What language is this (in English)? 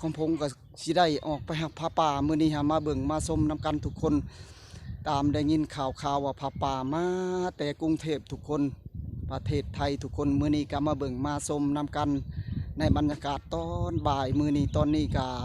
Lao